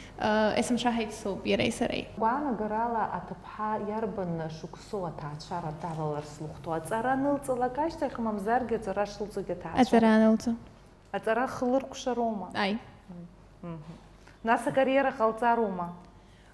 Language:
Abkhazian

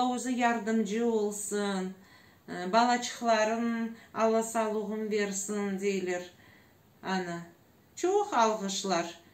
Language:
Crimean Tatar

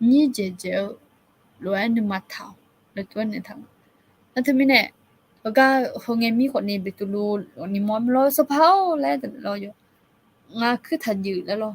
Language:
Akha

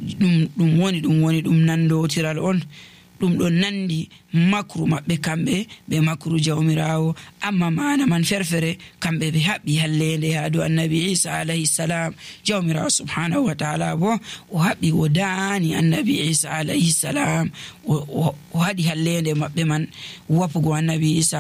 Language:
Nigerian Fulfulde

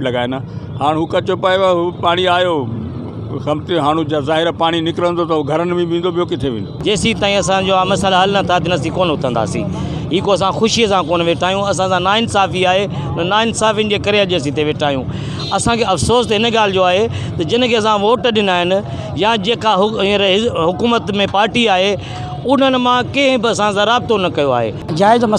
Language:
Sindhi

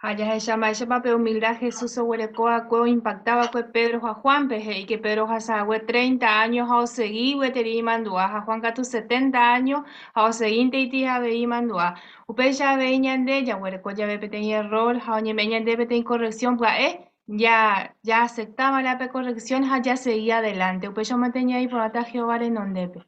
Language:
Guarani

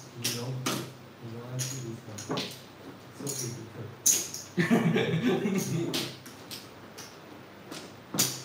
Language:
Chinese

